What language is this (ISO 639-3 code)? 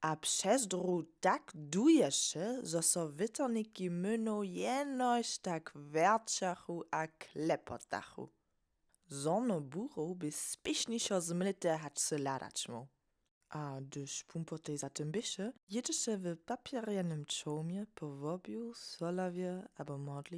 hsb